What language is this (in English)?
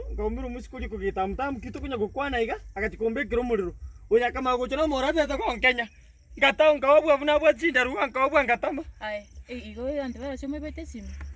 Gusii